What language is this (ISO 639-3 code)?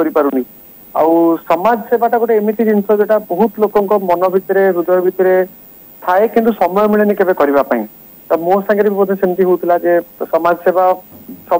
ori